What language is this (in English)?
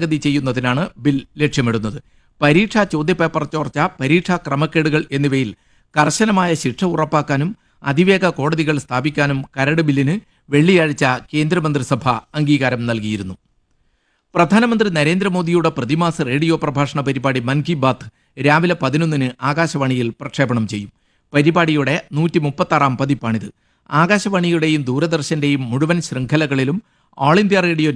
Malayalam